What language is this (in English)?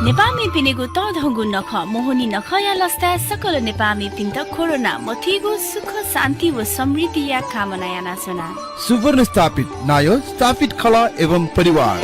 Newari